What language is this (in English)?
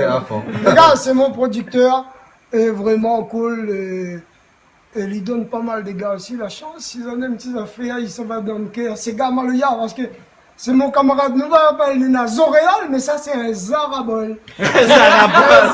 Réunion Creole French